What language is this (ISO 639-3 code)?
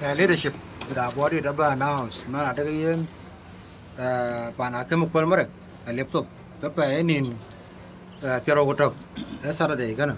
din